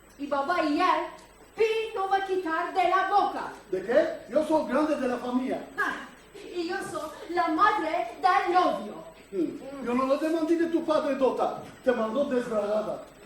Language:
Ladino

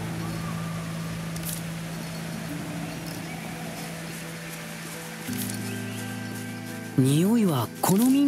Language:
Japanese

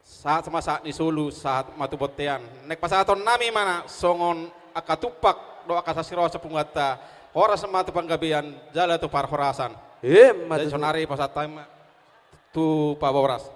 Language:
Batak Toba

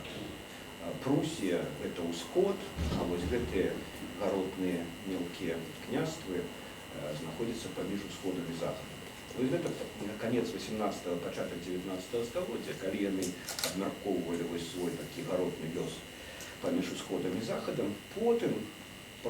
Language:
Belarusian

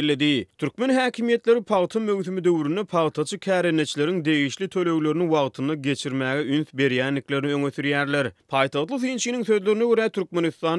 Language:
Turkmen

